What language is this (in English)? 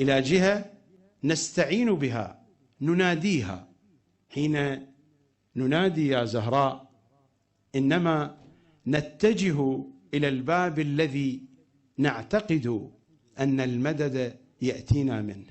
Arabic